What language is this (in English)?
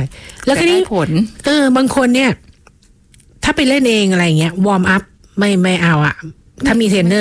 Thai